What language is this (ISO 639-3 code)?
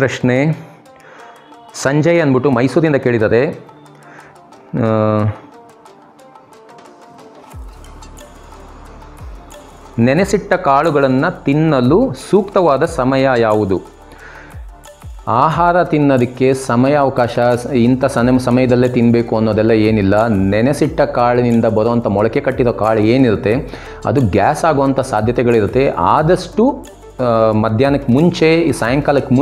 kan